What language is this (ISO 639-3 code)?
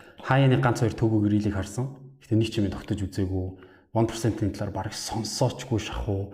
mon